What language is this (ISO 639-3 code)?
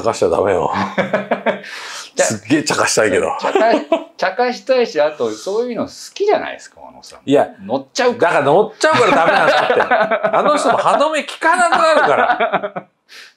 jpn